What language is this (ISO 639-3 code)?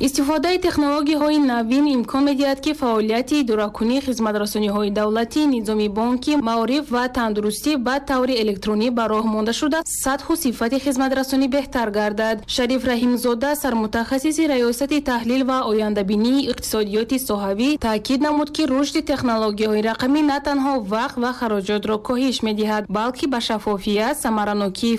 tgk